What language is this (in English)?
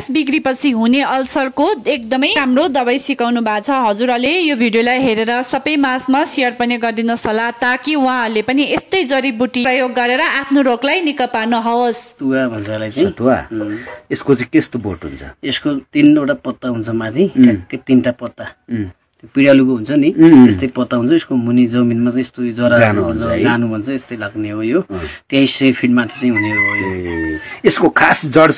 Nepali